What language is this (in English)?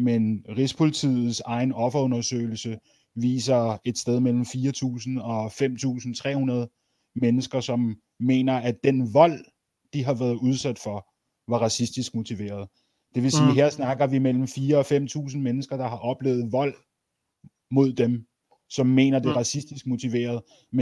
Danish